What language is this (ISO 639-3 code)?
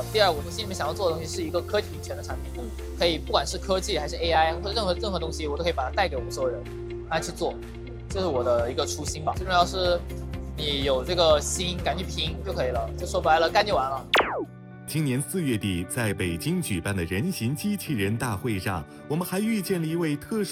zho